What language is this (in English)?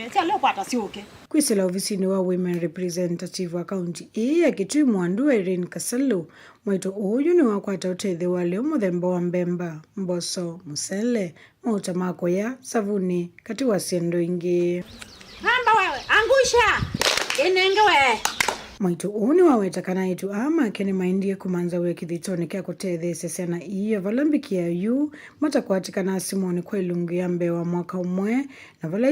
Kamba